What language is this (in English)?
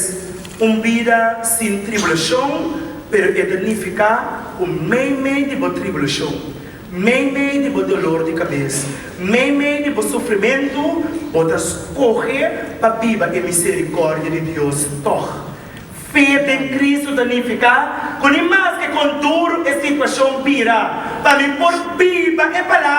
Papiamento